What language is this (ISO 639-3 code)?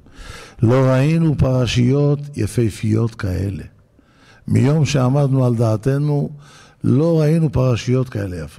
heb